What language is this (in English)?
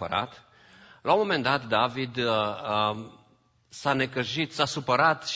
Romanian